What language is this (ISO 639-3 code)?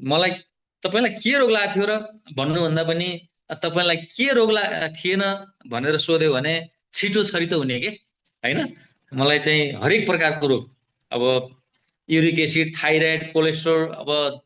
nep